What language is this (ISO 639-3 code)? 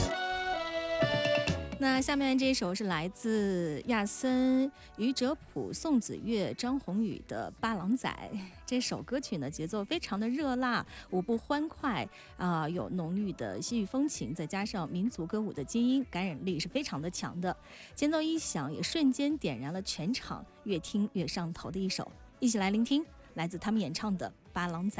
zho